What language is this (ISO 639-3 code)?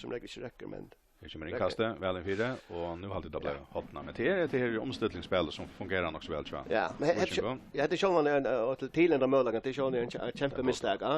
fao